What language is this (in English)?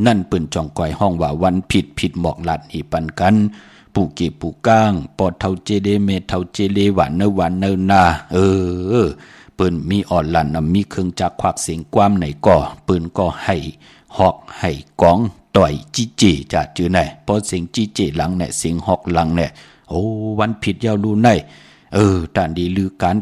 Shan